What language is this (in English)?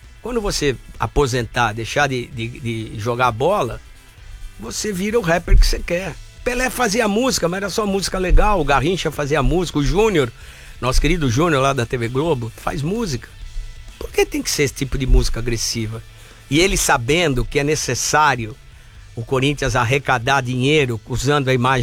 Portuguese